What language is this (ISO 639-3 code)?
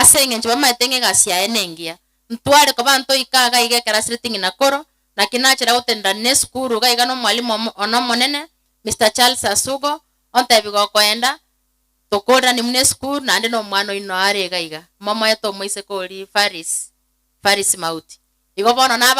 guz